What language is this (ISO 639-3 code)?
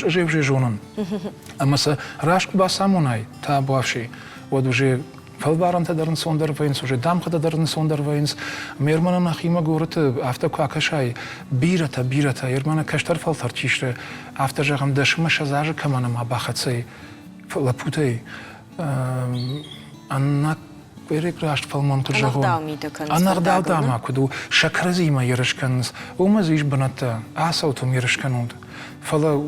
oss